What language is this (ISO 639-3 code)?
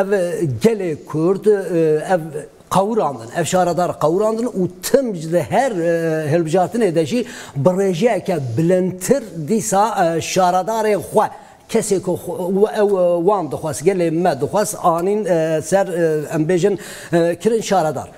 kur